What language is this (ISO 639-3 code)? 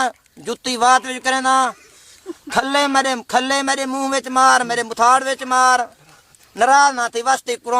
skr